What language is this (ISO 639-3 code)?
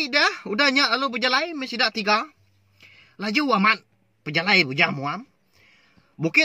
iba